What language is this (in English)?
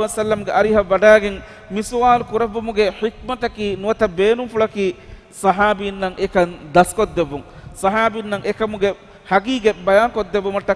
Divehi